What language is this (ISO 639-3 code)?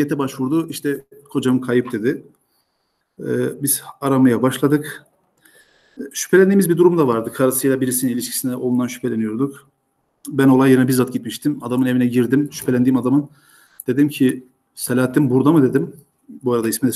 tur